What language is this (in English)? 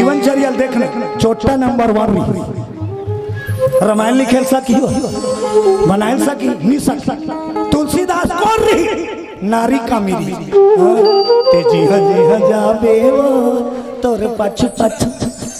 Chhattisgarhi